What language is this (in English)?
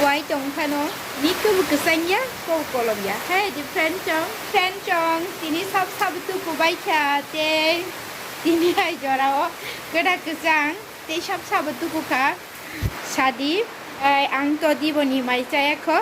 Kok Borok